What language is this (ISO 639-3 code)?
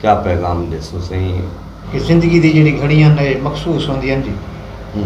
skr